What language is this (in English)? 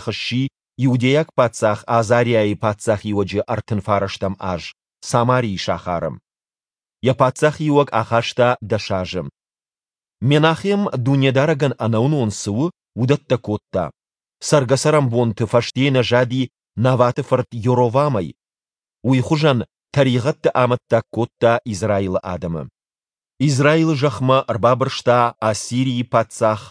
Ossetic